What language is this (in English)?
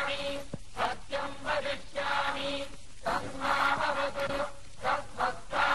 Tamil